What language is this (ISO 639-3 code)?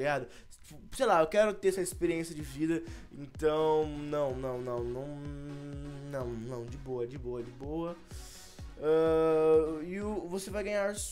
por